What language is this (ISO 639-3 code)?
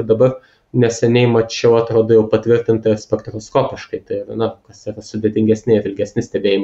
lit